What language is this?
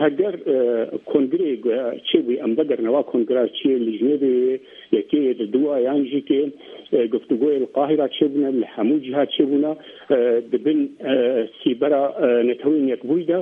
Kurdish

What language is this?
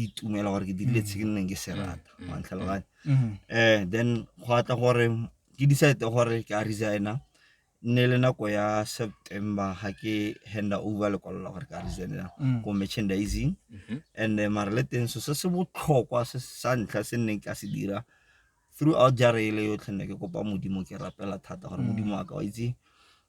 Tswana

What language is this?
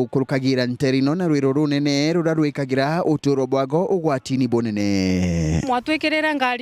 Meru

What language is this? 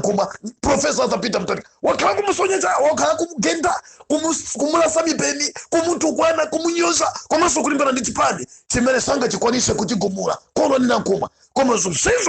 Nyanja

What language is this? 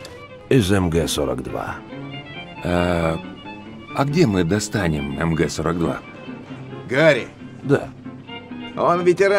Russian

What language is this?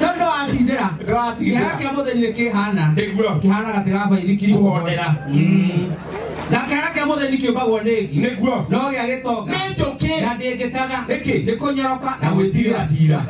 Kikuyu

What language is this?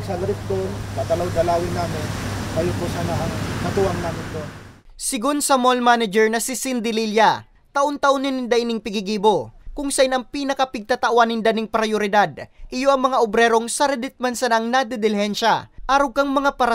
Bikol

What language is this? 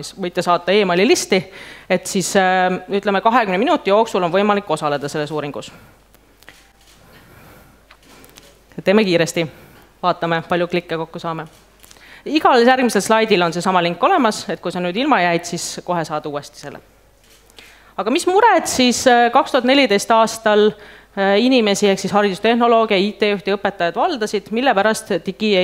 Estonian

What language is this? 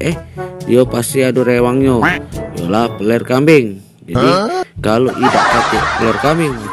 Musi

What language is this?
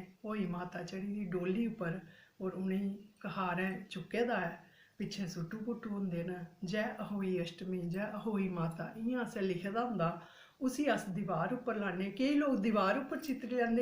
Dogri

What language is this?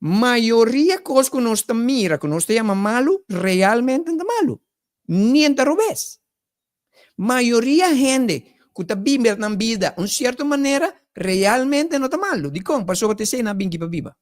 Papiamento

